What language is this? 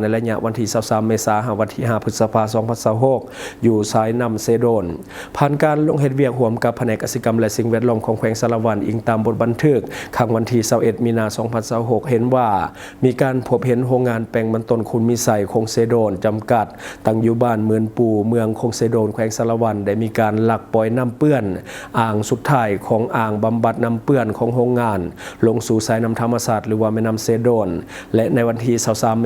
Lao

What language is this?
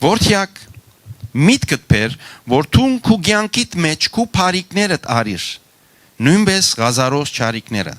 Western Armenian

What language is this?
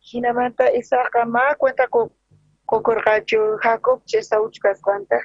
South Bolivian Quechua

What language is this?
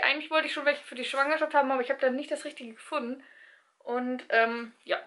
German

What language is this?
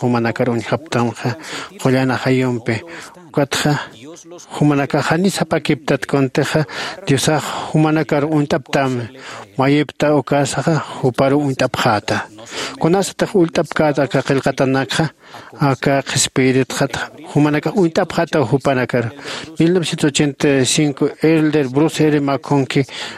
Aymara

